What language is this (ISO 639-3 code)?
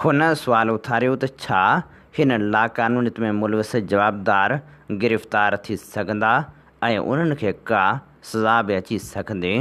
snd